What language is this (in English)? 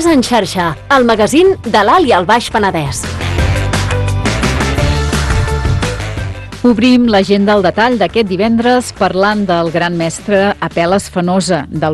Catalan